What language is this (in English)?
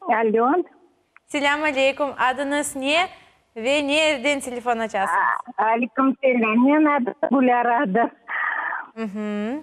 Crimean Tatar